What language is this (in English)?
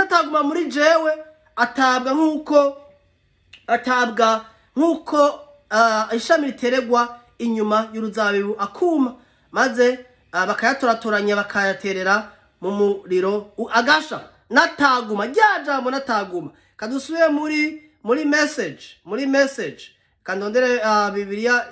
Rundi